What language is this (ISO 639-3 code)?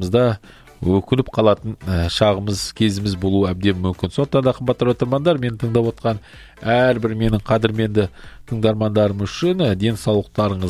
kaz